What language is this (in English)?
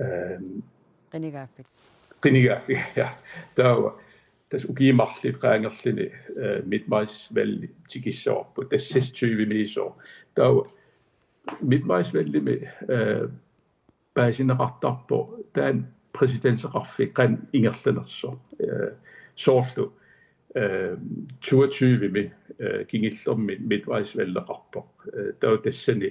Kalaallisut